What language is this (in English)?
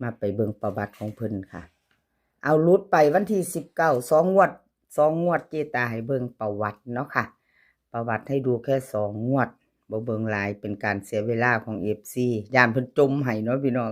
Northeastern Thai